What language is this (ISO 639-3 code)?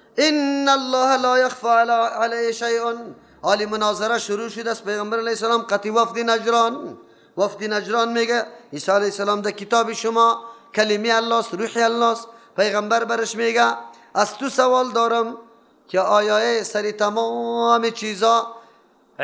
fas